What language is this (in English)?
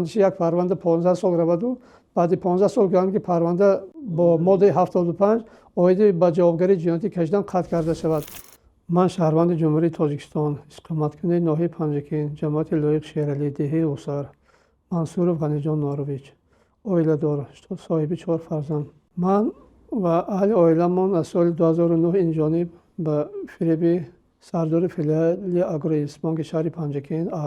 Tajik